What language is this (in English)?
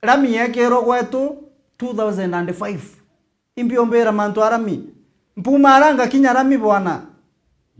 Meru